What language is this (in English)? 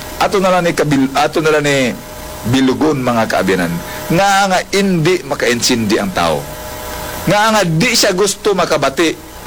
Hiligaynon